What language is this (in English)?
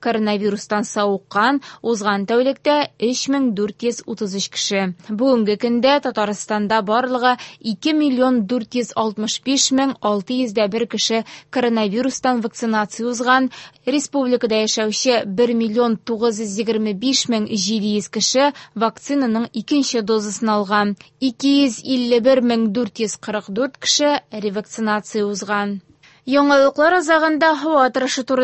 Tatar